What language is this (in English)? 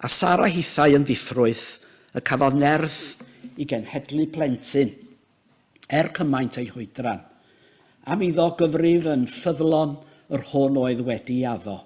Welsh